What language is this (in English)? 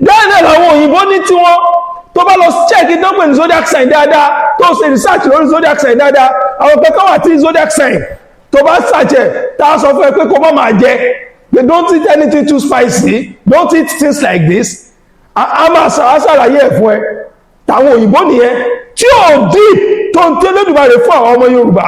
Yoruba